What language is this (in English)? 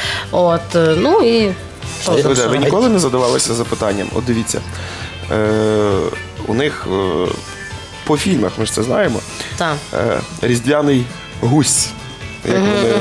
Ukrainian